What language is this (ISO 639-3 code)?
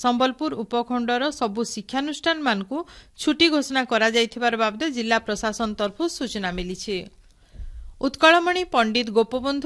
ori